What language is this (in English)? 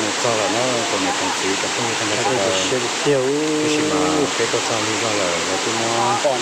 Hmong